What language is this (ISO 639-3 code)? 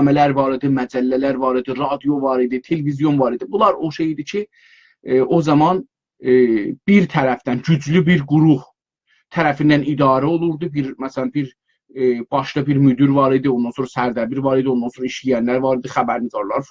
azb